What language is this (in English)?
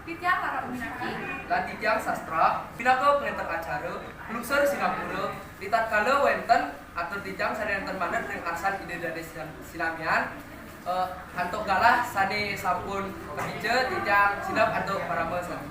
Balinese